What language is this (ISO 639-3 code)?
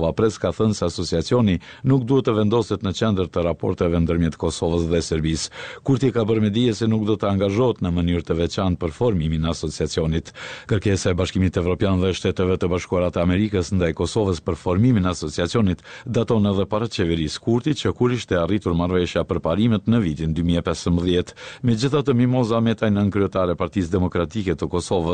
sqi